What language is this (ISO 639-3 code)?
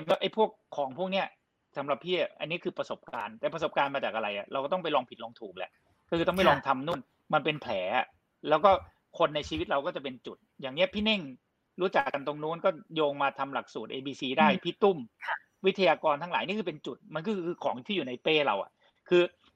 tha